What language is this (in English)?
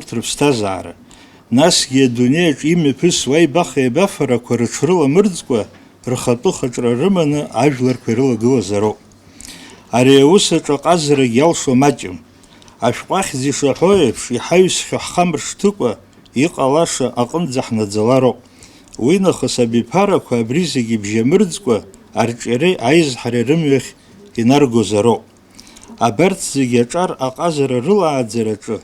Abkhazian